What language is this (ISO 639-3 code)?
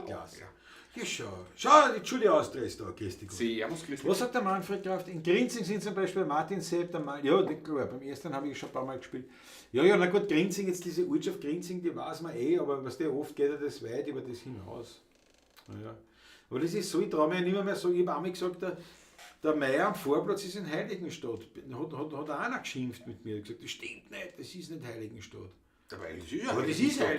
bar